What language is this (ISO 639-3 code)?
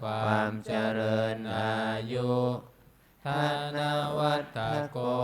pli